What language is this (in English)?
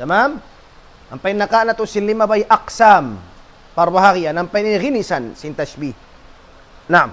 Tausug